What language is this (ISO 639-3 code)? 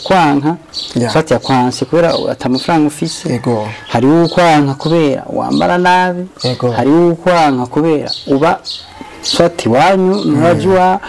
run